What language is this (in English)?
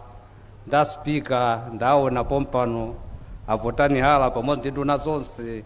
Nyanja